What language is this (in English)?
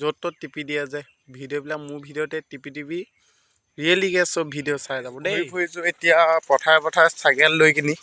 Assamese